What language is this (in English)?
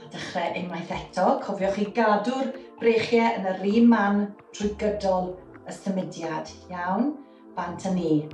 Welsh